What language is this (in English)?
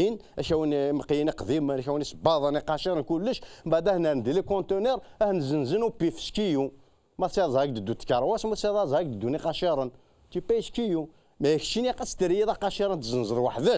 Kabyle